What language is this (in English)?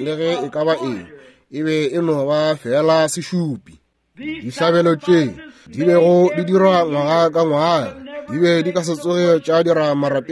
Northern Sotho